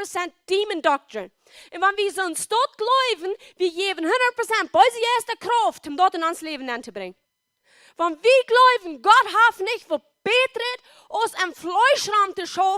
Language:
Plautdietsch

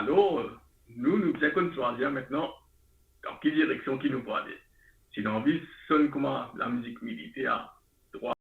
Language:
Morisyen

